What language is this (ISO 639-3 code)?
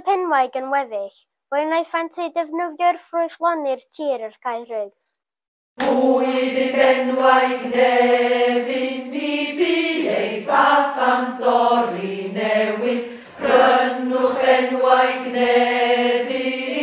cym